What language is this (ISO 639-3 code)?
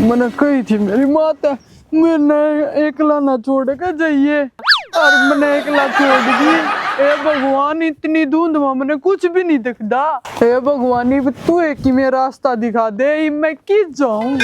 bgc